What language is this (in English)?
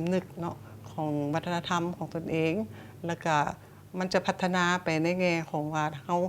Lao